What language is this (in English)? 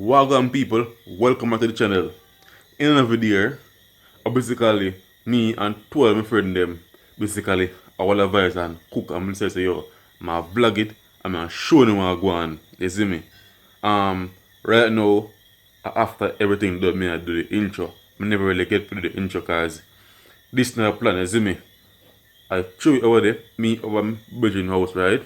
Jamaican Creole English